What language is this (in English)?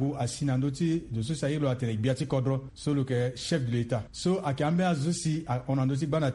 Sango